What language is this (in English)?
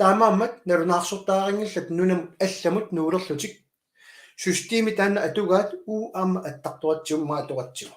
Kalaallisut